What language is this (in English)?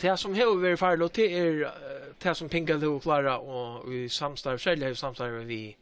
Faroese